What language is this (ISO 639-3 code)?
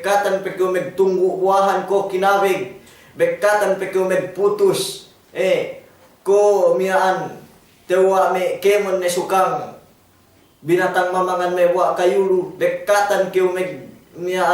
yka